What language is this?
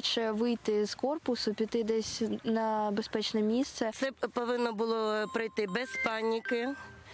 Ukrainian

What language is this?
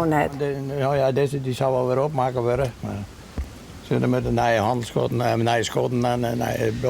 Western Frisian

